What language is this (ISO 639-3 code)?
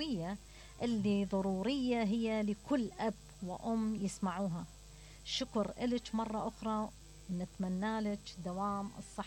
acm